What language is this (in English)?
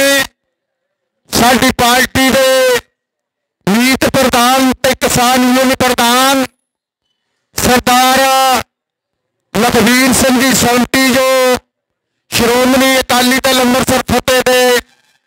Punjabi